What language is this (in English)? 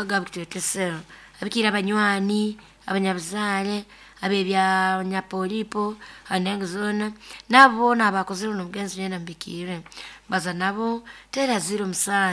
Nyoro